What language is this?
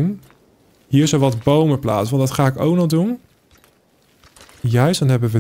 Dutch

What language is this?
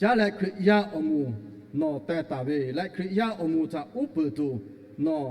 Lahu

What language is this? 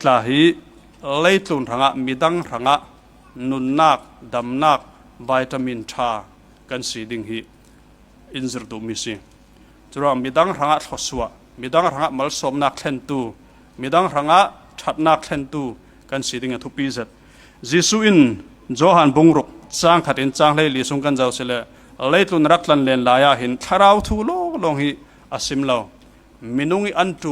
Falam Chin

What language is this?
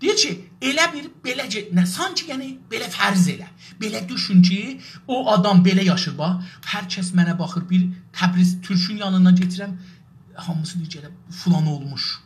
South Azerbaijani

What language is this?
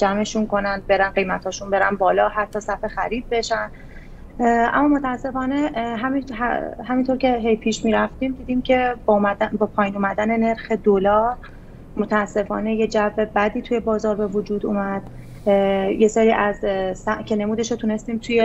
Persian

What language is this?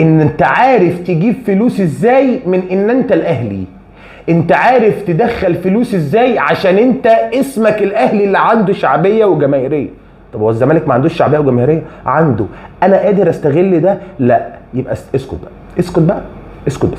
Egyptian Arabic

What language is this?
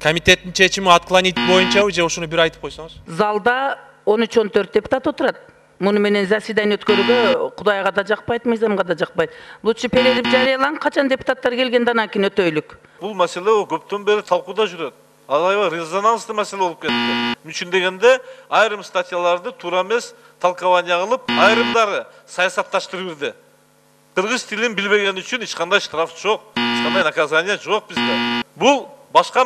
Kyrgyz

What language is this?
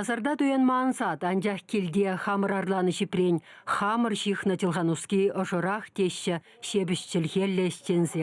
Chuvash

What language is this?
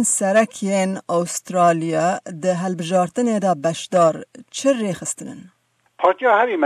Kurdish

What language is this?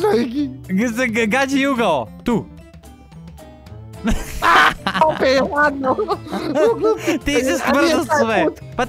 Croatian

